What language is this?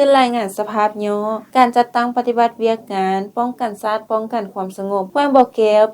Lao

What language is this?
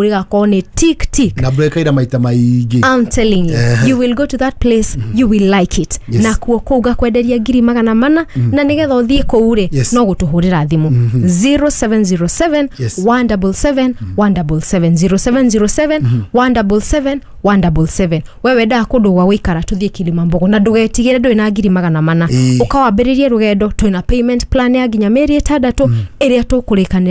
Kikuyu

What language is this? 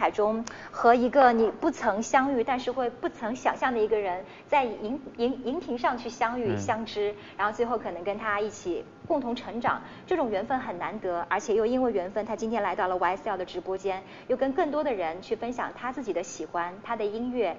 Chinese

